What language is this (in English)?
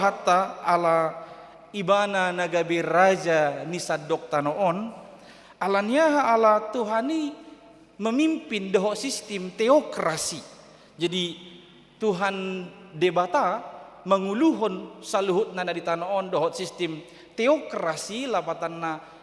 Batak Toba